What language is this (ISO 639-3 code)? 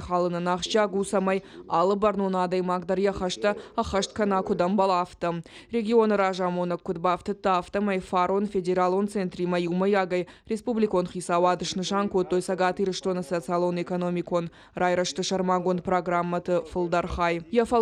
oss